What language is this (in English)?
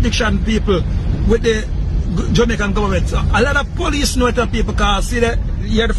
Jamaican Creole English